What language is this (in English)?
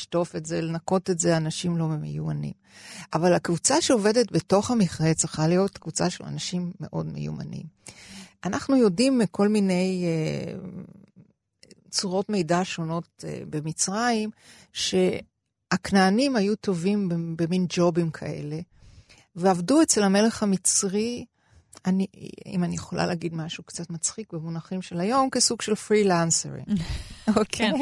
Hebrew